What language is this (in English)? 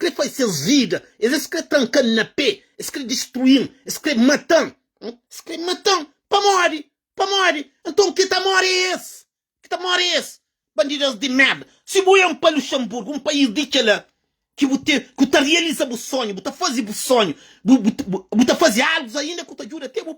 Kabuverdianu